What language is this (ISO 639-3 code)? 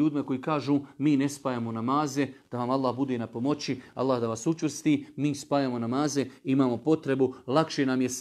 bos